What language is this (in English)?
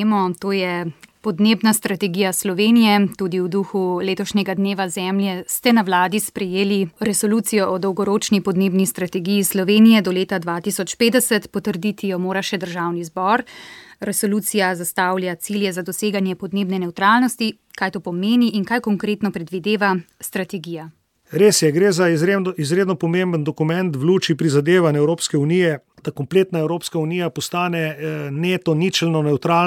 Slovenian